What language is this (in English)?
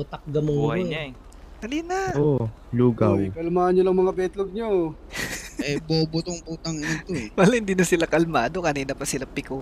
Filipino